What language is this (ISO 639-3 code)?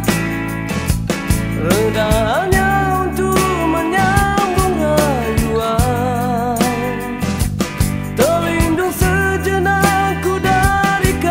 msa